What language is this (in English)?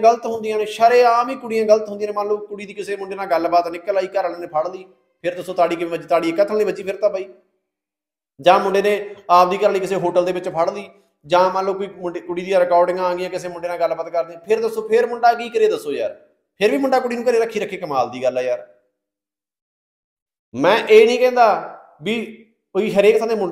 Punjabi